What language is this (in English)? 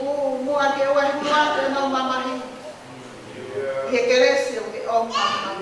Tongan